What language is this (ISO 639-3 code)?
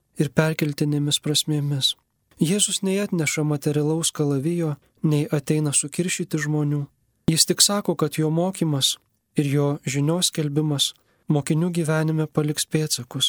lit